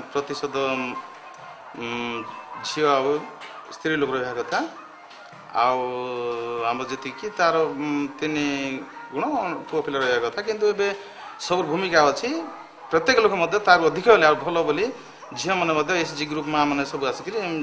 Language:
Odia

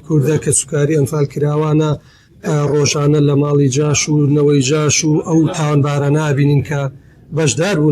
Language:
Central Kurdish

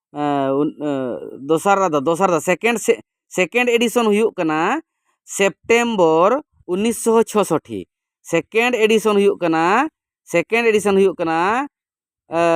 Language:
Santali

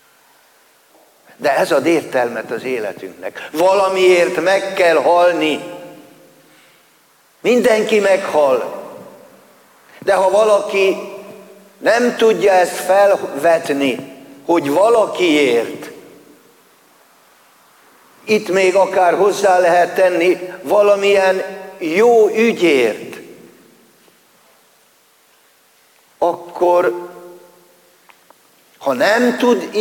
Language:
Hungarian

